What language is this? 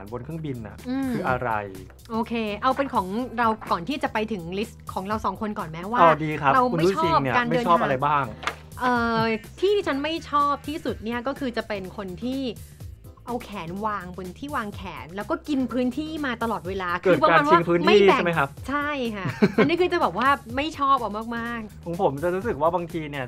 Thai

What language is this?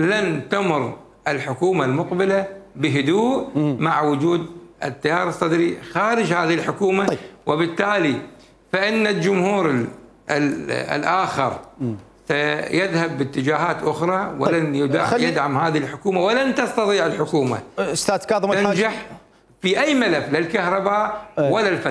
Mesopotamian Arabic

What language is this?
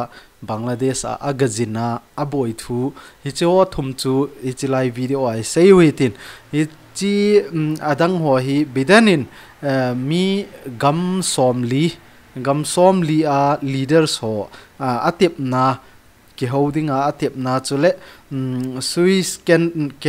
Thado Chin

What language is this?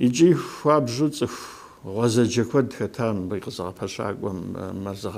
Kabardian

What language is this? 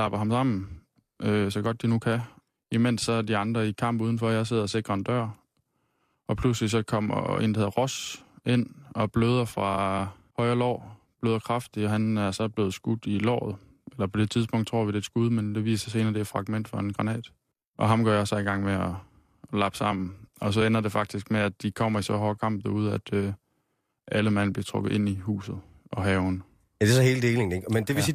Danish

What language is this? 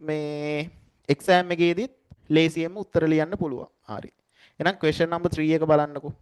Sinhala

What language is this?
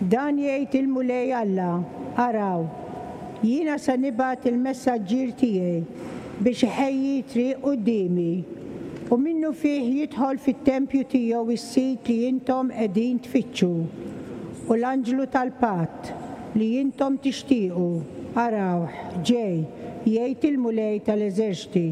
Maltese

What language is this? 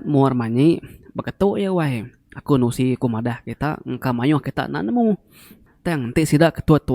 Iban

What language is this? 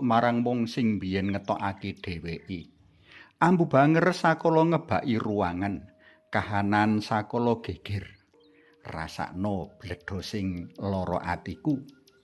Javanese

